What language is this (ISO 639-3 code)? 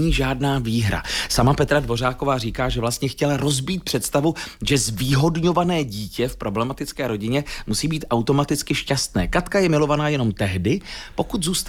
ces